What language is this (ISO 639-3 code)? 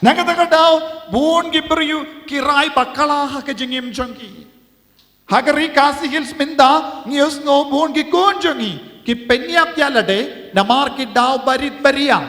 kha